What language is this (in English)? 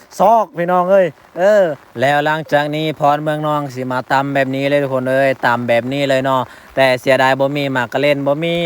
Lao